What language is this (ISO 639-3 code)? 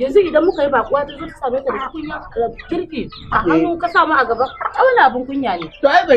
hau